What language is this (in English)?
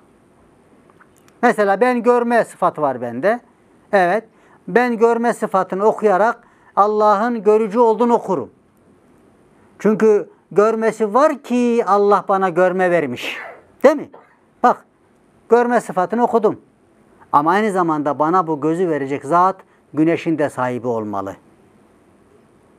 Turkish